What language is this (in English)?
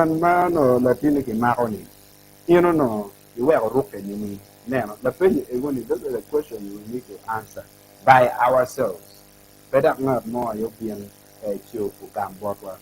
Acoli